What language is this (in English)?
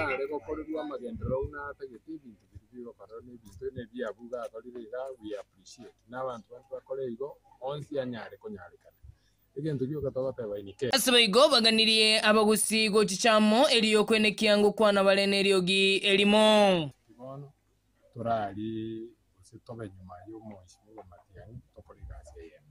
Gusii